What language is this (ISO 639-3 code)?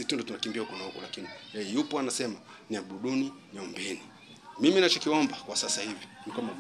swa